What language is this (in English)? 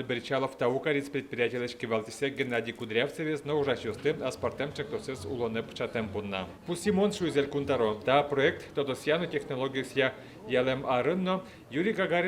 Udmurt